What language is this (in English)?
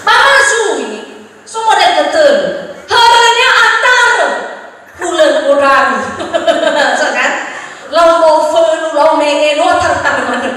Nias